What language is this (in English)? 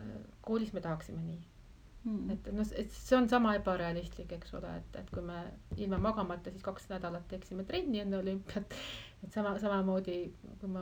Estonian